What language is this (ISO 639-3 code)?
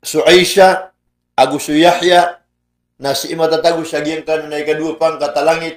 mrw